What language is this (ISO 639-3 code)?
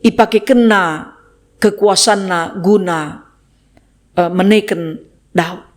btx